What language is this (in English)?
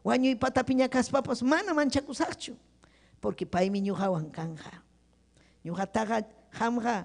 Ayacucho Quechua